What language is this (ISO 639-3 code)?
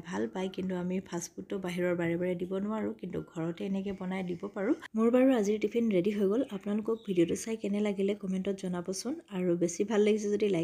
asm